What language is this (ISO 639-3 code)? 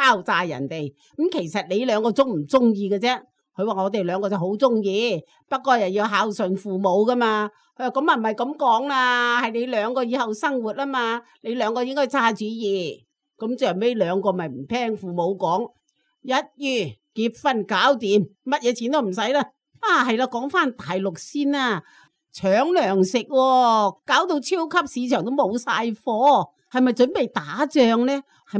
yue